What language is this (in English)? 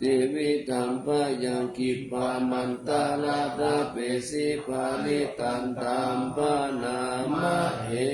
Pali